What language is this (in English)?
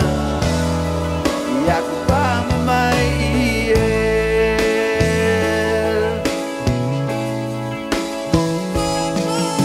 Danish